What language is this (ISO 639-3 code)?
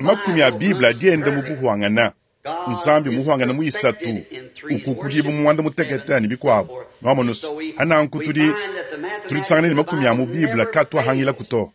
lua